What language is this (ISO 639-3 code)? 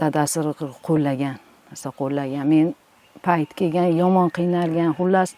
uzb